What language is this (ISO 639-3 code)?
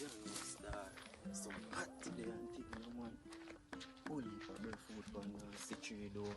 jam